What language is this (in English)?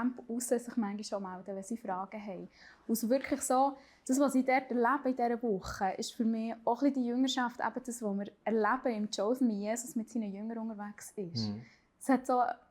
Swiss German